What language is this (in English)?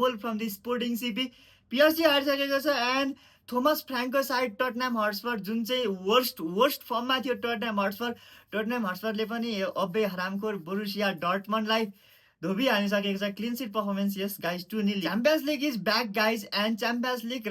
Nepali